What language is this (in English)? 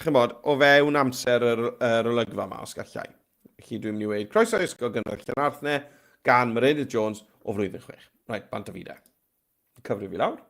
Welsh